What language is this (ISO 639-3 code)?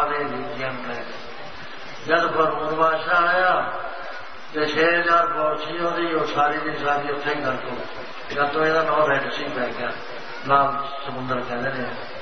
pan